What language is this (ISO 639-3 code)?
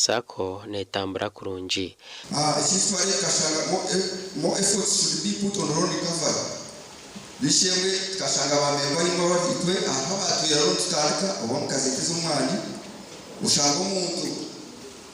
nyn